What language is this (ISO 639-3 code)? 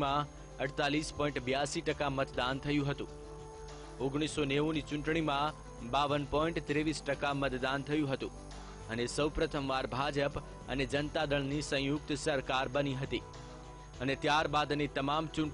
guj